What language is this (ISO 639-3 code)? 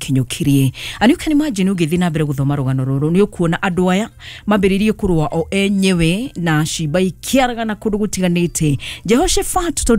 kik